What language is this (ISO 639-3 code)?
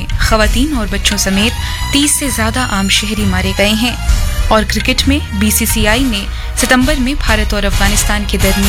urd